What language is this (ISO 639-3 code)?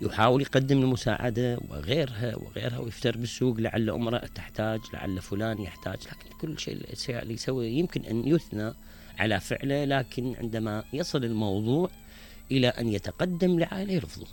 acm